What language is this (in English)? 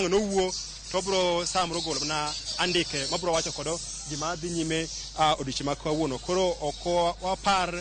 Luo (Kenya and Tanzania)